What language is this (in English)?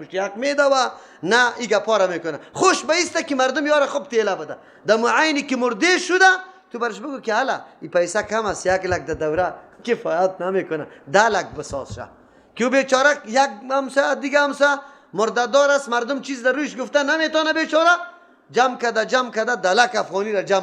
Persian